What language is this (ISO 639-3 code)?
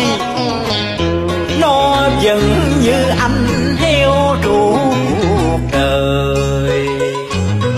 vie